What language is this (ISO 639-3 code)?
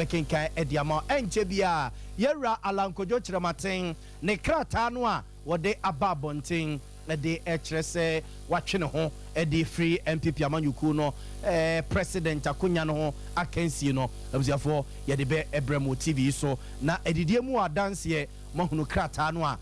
aka